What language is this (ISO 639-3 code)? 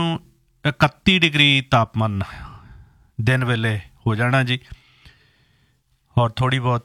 pan